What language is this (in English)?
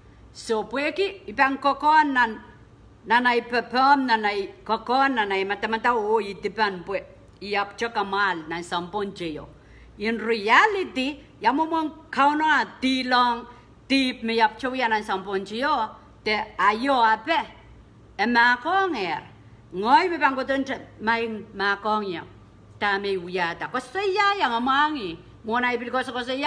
Pohnpeian